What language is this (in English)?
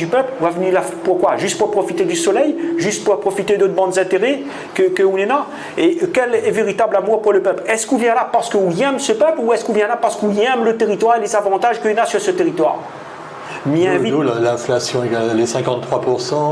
Réunion Creole French